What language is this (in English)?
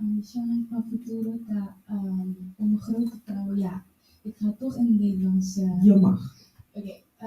Papiamento